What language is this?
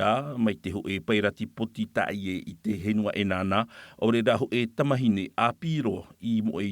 Tahitian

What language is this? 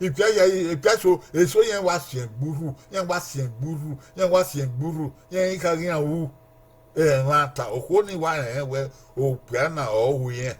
Bini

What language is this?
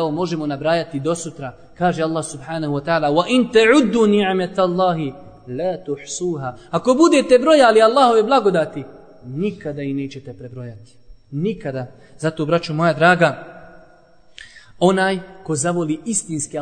Bosnian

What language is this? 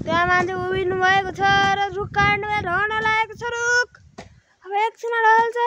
Nepali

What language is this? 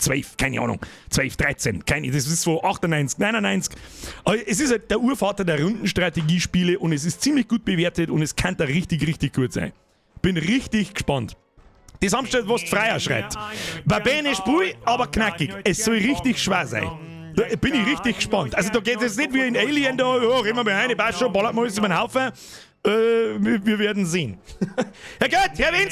Bavarian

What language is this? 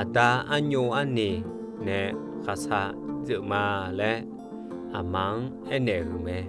Akha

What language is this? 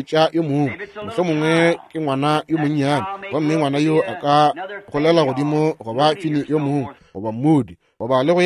Northern Sotho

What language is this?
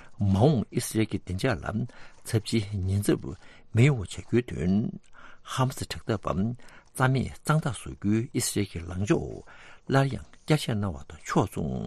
Tibetan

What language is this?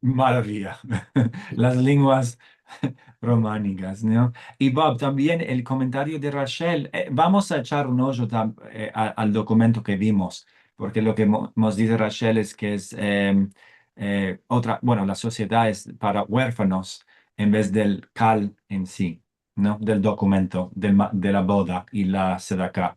Ladino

